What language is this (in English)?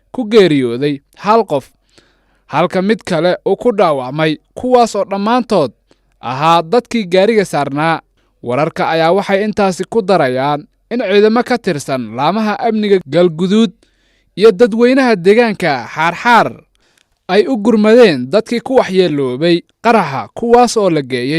Somali